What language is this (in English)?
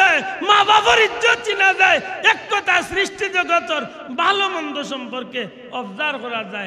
Sylheti